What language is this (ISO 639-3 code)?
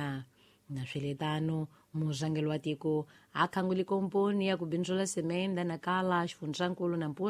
tso